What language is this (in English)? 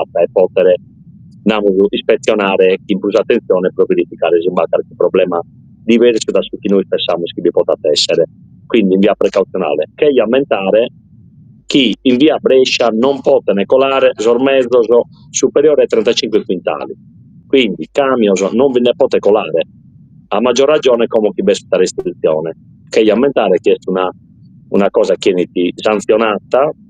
Sardinian